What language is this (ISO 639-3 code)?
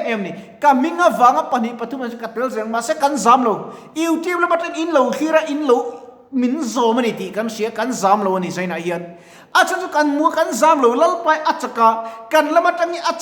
lus